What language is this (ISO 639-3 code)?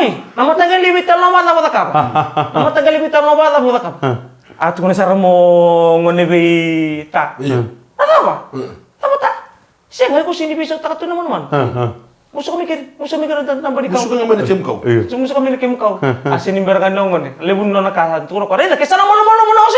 fij